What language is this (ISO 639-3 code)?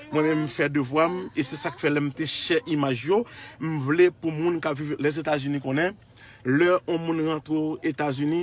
hat